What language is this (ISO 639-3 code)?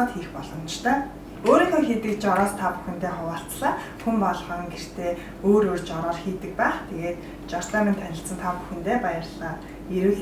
mon